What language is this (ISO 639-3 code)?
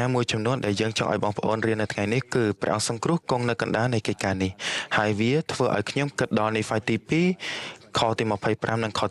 khm